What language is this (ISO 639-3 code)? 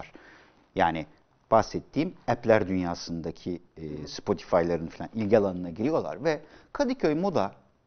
tur